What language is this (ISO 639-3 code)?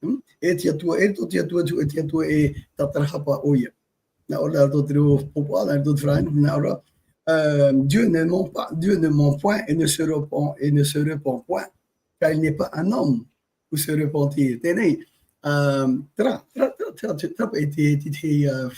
tah